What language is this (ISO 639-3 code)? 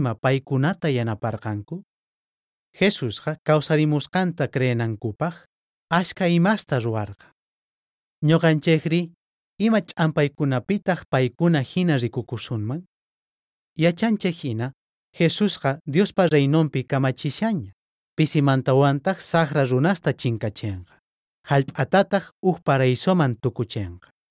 quh